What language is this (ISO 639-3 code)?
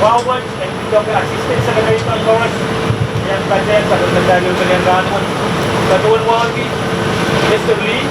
pon